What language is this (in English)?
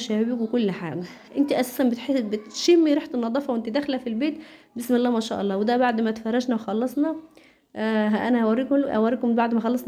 Egyptian Arabic